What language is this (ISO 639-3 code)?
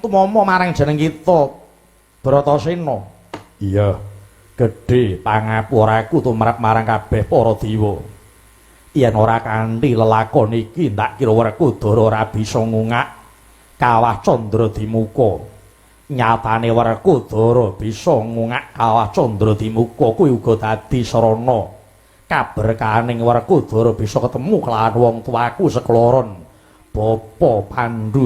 jav